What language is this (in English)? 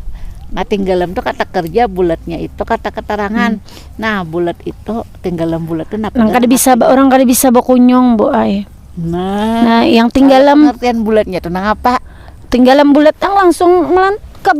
Banjar